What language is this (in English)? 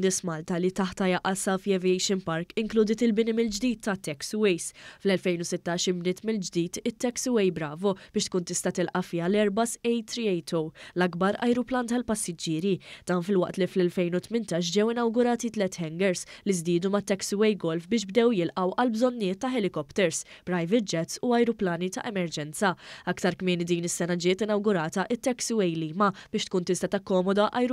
Maltese